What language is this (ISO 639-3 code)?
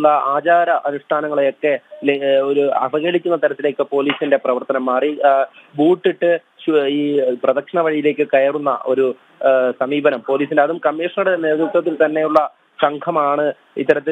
mal